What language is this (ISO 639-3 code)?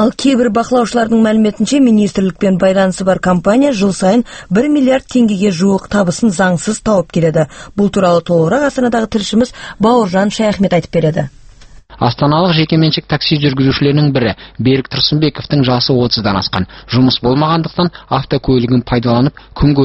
kaz